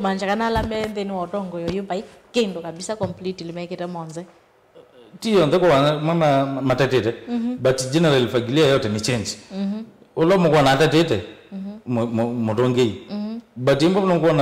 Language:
Kamba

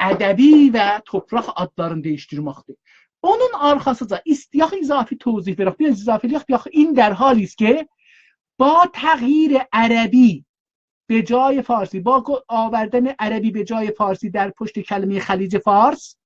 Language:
South Azerbaijani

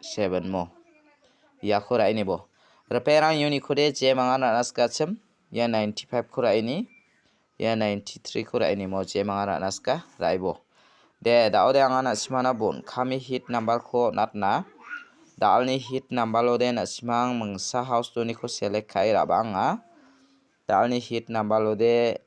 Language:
Garo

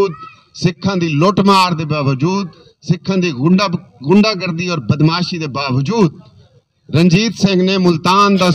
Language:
Saraiki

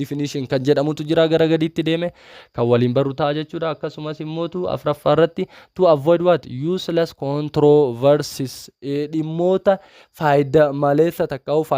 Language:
Oromo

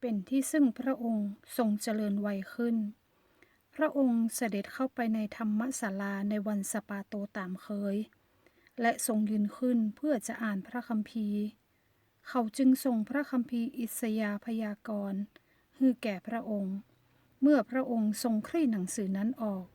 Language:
Northern Thai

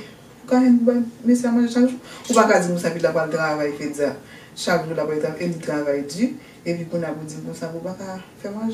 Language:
Haitian Creole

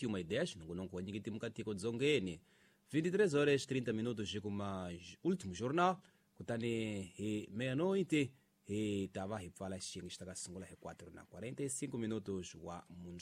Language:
Tsonga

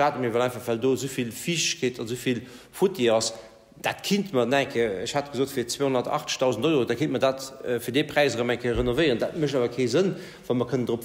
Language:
Luxembourgish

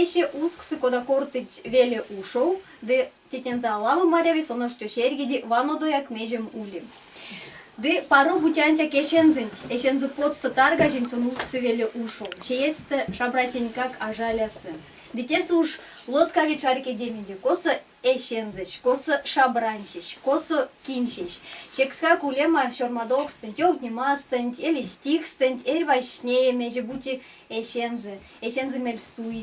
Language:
Erzya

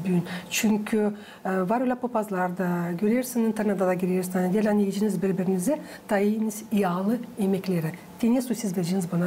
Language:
Gagauz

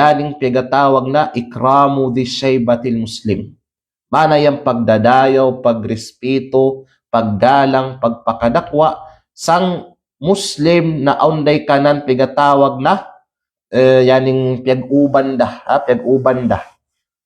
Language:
Kalagan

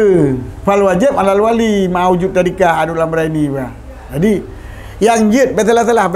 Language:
Achinese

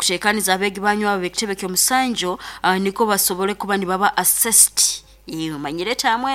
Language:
Nyoro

